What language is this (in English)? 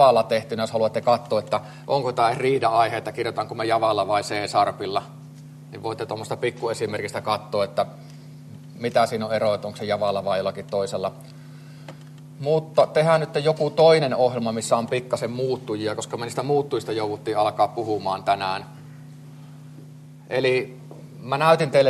Finnish